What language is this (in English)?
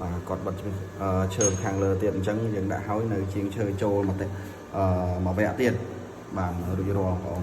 Khmer